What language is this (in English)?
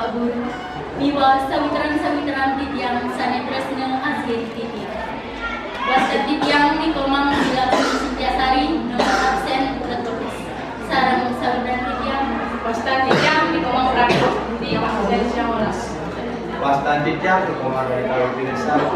Balinese